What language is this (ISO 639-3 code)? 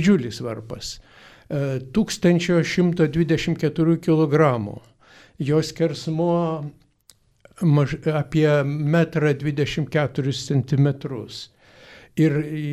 lit